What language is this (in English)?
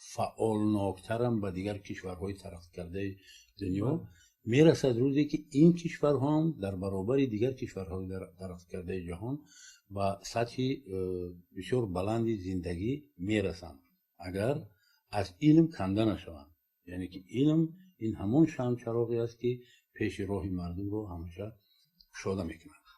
Tajik